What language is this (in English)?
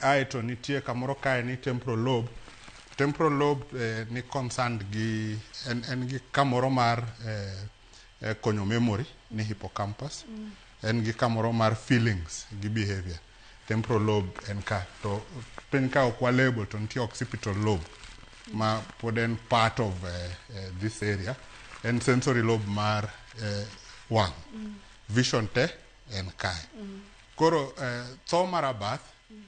Luo (Kenya and Tanzania)